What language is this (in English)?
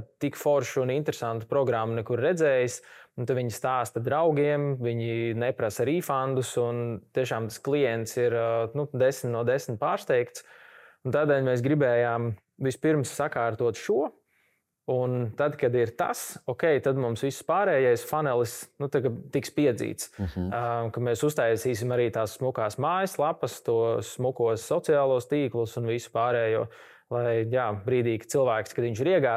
Latvian